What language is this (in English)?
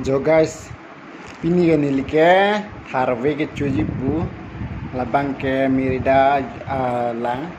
Karbi